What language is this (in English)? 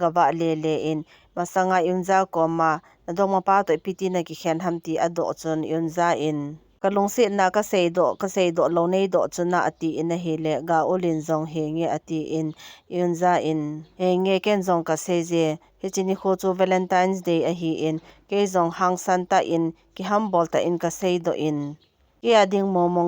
Thado Chin